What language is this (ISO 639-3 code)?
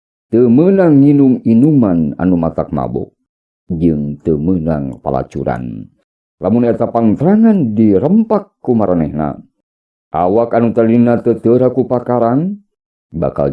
sun